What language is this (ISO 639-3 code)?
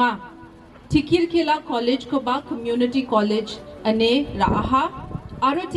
grt